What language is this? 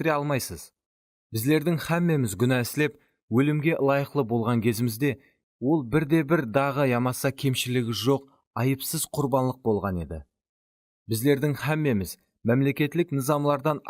Kara-Kalpak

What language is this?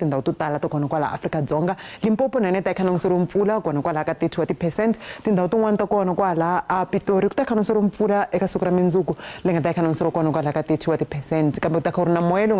Tsonga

